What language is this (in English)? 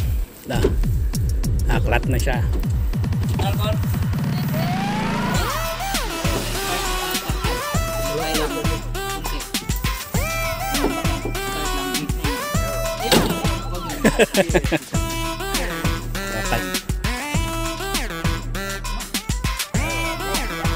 Filipino